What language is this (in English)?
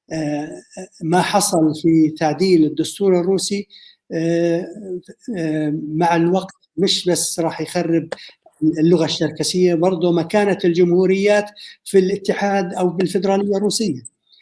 North Levantine Arabic